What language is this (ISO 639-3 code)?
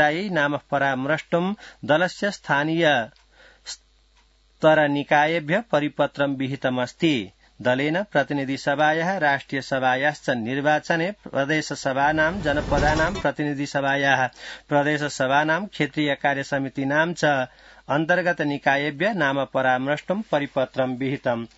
san